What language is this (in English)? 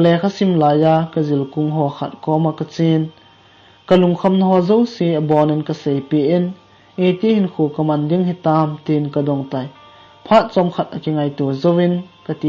Thado Chin